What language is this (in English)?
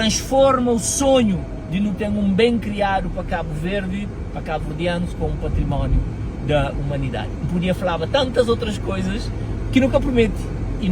Kabuverdianu